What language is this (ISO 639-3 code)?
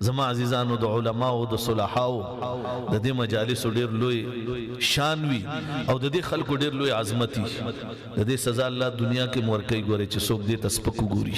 pus